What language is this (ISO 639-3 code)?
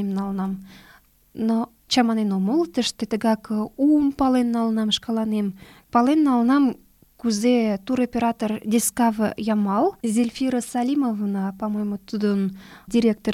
chm